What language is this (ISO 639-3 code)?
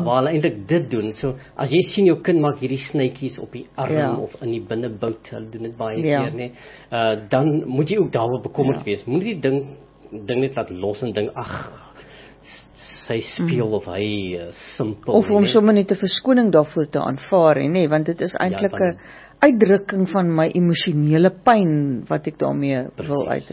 afr